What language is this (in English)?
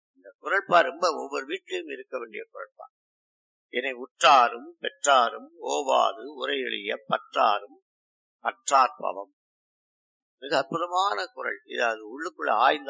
Tamil